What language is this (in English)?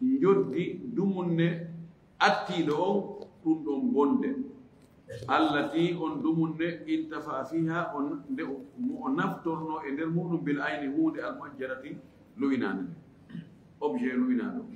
Fula